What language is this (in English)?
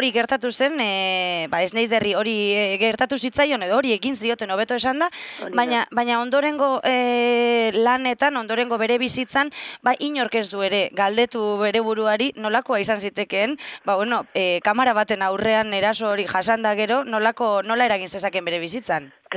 Basque